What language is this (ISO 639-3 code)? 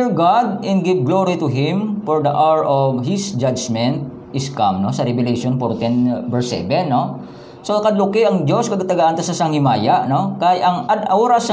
hil